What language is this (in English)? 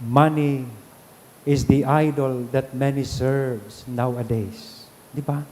Bikol